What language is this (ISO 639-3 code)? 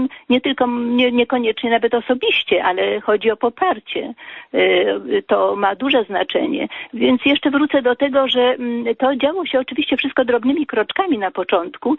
pol